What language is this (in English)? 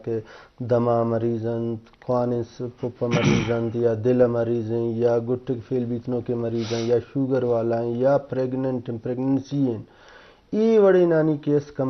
Eastern Balochi